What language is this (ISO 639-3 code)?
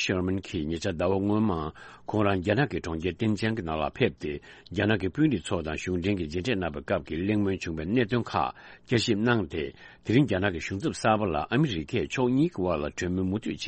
bod